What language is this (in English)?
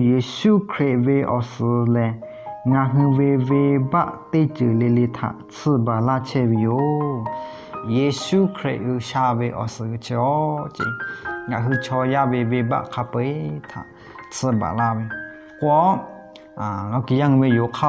Lahu